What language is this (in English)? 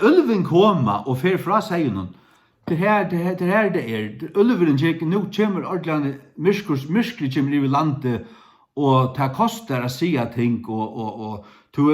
Faroese